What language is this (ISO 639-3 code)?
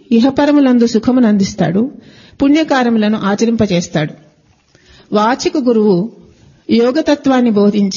tel